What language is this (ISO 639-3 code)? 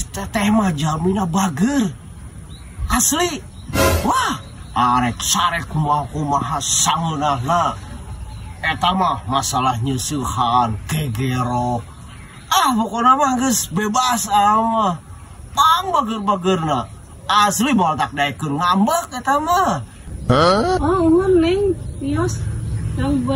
sun